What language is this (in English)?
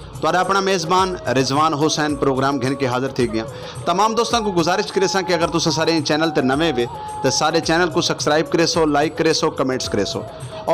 Saraiki